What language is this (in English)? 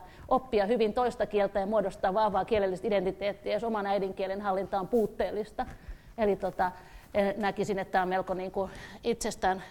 Finnish